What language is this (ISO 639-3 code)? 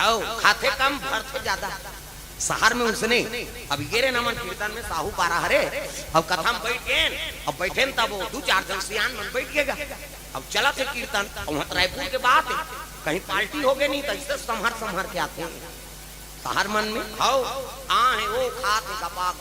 hne